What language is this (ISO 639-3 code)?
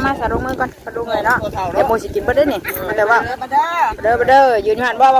tts